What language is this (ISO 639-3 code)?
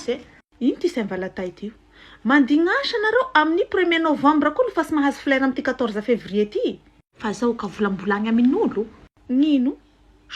mlg